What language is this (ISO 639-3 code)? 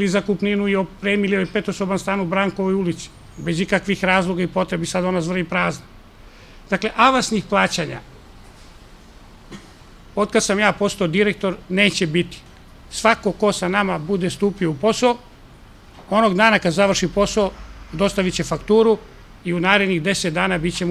srp